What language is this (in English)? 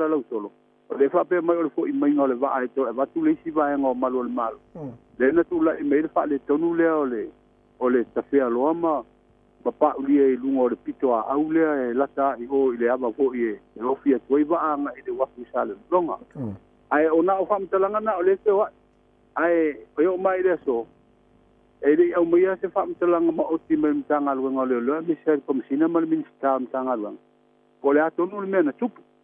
Samoan